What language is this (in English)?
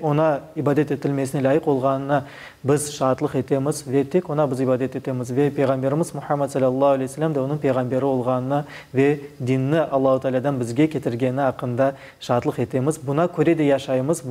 Crimean Tatar